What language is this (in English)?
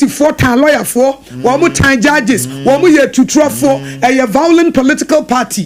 Akan